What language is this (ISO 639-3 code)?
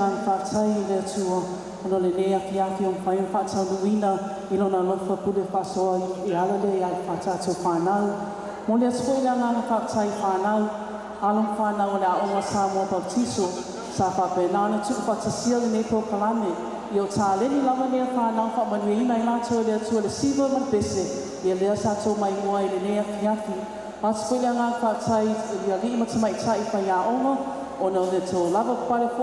smo